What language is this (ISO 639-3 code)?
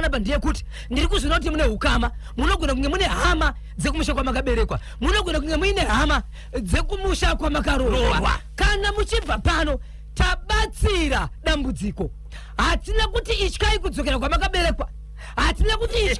sna